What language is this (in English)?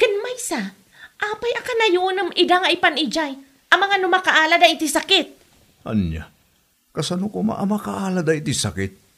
Iloko